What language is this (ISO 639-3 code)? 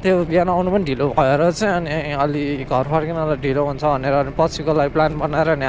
nep